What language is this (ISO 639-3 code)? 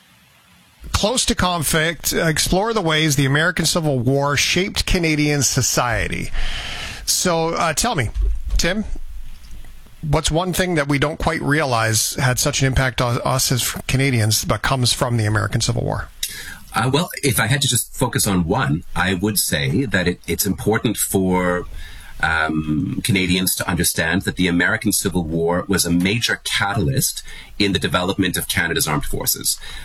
eng